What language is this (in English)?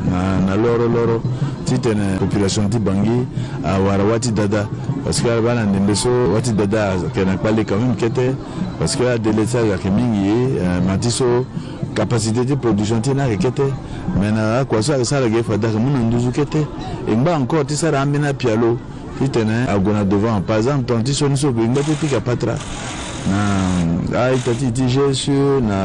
Sango